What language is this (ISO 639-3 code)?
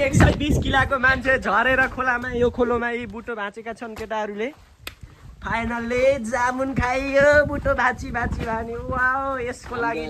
nep